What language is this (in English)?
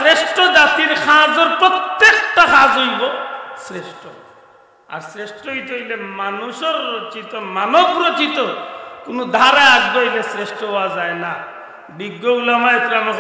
Sylheti